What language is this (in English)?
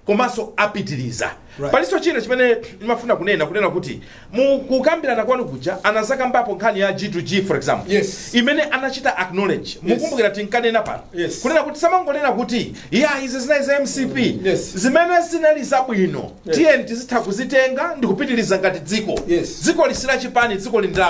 Nyanja